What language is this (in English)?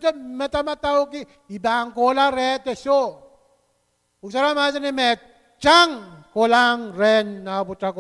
Pohnpeian